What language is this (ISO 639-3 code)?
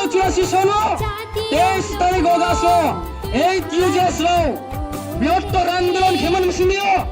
ria